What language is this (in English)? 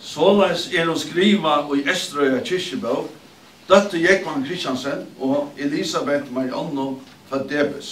Faroese